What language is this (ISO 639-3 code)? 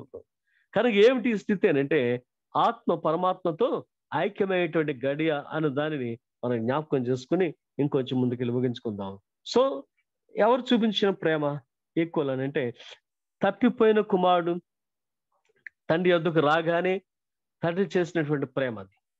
tel